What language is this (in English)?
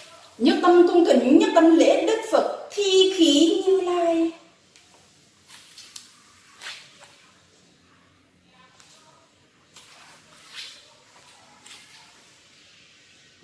Vietnamese